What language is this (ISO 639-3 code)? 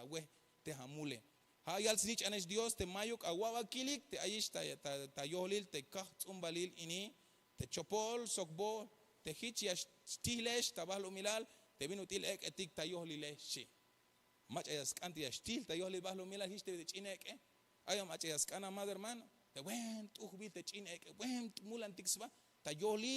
tzh